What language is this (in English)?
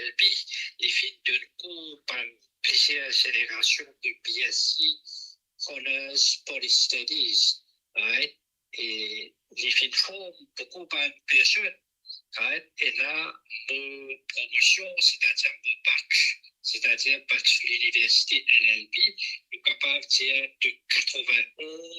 Morisyen